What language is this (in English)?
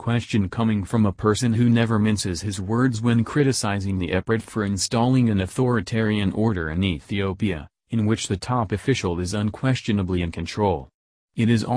English